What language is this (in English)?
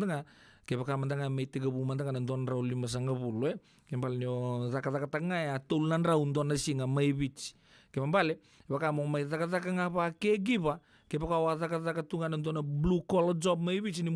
Fijian